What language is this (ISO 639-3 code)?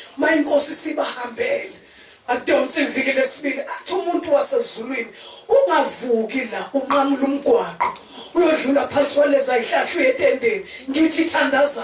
zul